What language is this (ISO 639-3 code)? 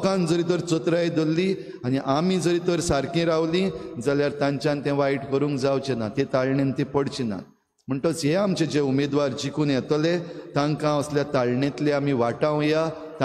kok